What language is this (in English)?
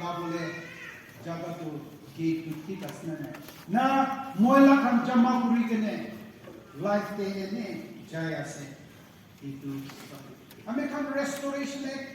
Naga Pidgin